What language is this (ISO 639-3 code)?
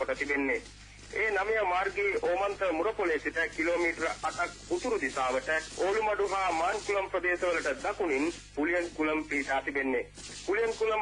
sin